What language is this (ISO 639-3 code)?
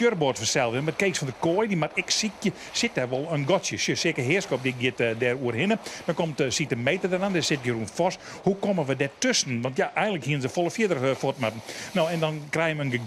fry